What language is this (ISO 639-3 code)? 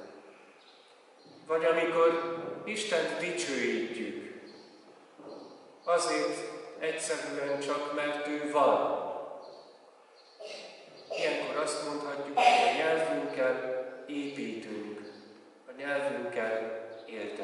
hun